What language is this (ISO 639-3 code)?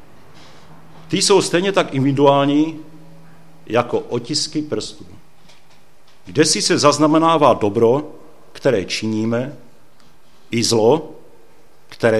ces